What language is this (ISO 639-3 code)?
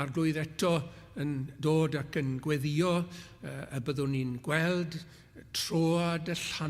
cym